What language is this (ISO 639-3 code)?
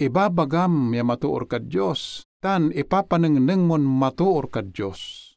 pag